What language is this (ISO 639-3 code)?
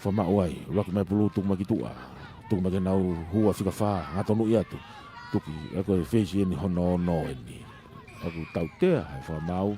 ton